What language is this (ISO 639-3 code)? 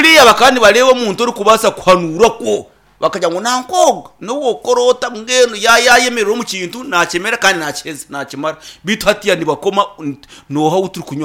nyn